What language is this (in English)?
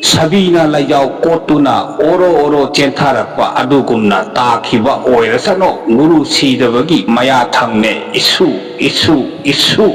Manipuri